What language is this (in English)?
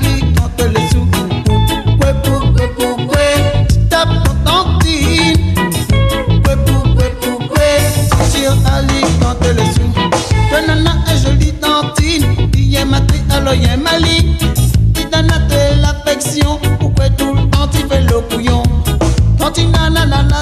Réunion Creole French